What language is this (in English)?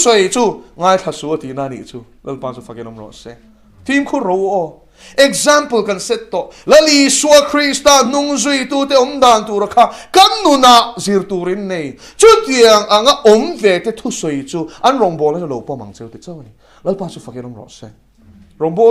Mizo